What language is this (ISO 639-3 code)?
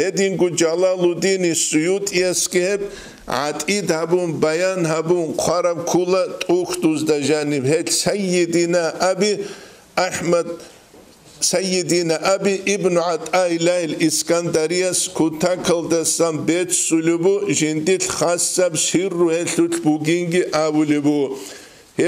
ava